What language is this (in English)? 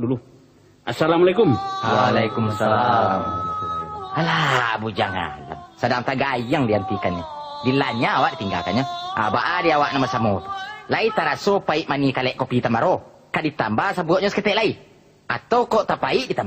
Minangkabau